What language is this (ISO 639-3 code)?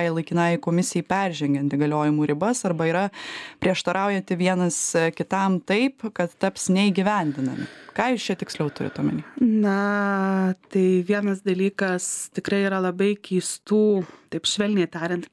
lit